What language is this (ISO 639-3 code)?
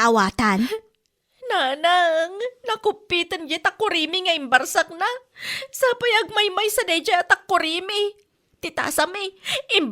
ilo